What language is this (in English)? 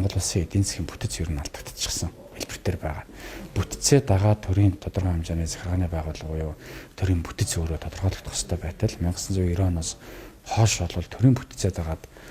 Mongolian